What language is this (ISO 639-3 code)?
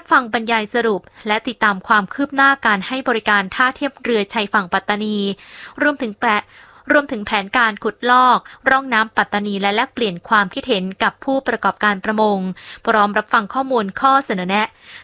tha